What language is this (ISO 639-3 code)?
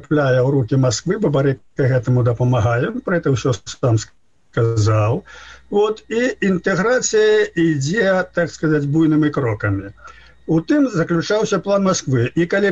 bel